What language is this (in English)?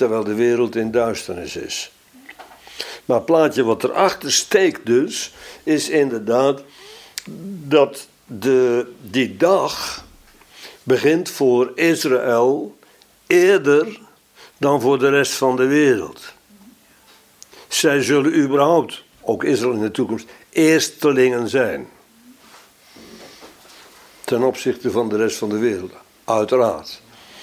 Dutch